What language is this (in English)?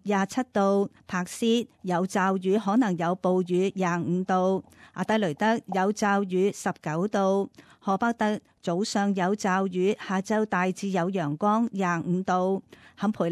Cantonese